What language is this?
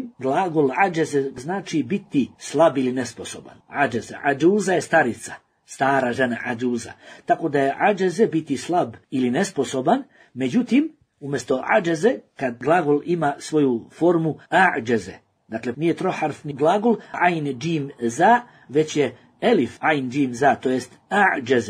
Bosnian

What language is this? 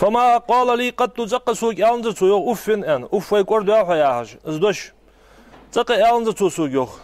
Ingush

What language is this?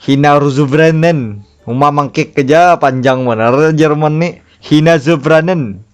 Banjar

